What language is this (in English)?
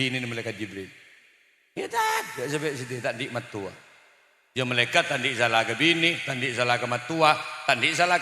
Madurese